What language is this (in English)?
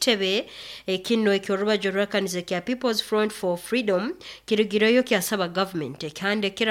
Nyoro